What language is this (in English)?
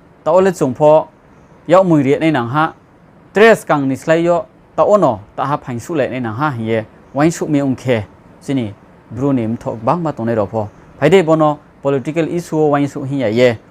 Riang (India)